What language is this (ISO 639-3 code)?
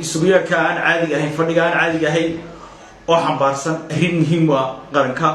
som